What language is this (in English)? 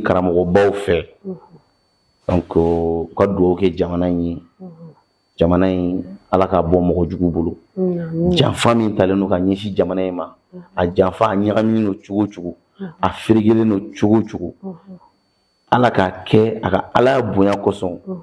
Bambara